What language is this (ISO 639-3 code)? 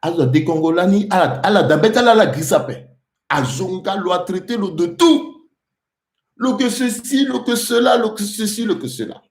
sag